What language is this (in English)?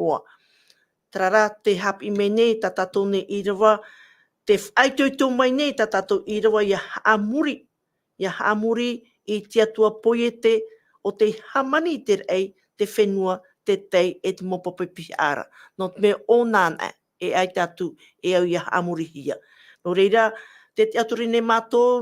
Tahitian